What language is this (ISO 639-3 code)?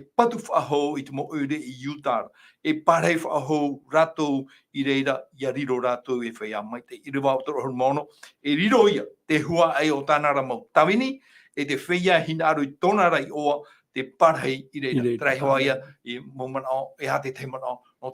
tah